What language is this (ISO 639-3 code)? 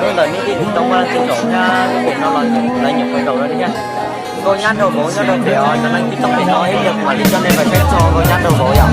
hmn